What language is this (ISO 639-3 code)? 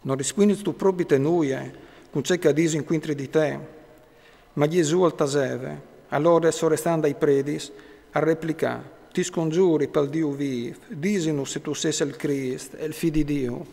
fur